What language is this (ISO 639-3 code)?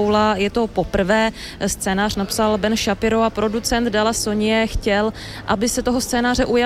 ces